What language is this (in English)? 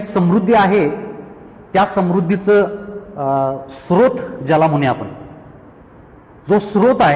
Marathi